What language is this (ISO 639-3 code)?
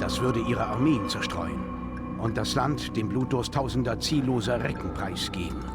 bar